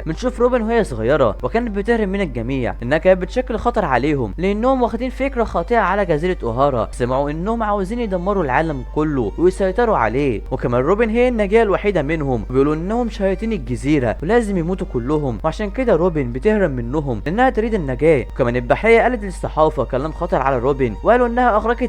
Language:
Egyptian Arabic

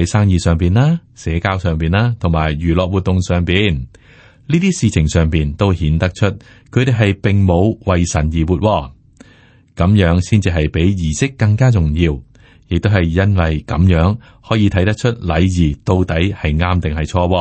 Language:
Cantonese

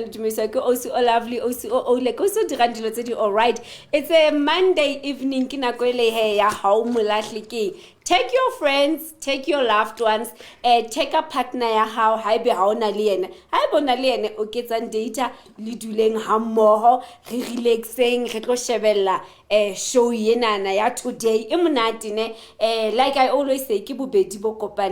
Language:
Southern Sotho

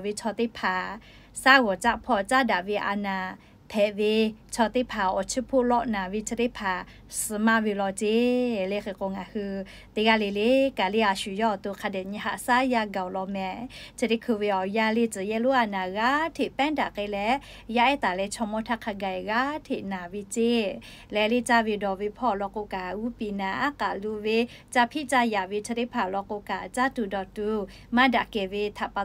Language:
Lahu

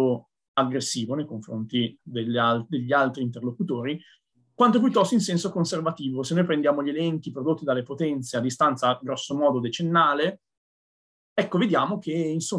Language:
Italian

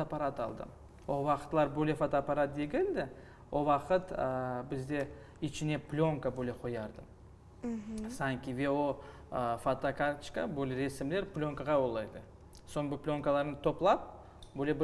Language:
Crimean Tatar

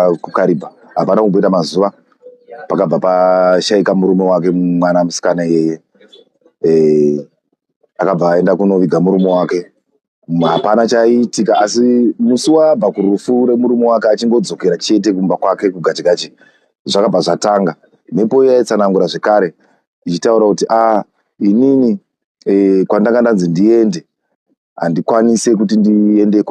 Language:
Shona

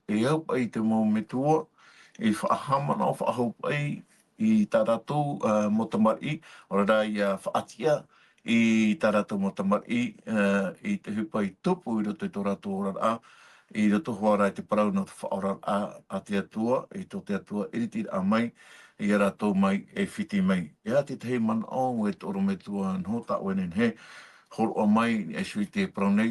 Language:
Tahitian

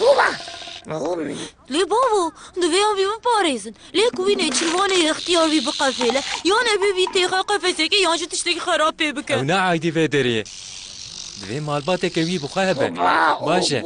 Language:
Kurdish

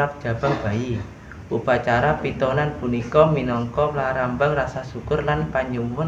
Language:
Javanese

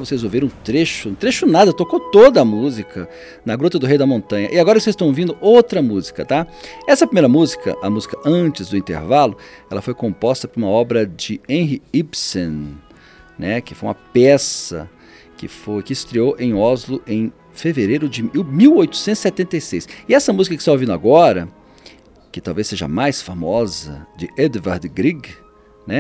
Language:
Portuguese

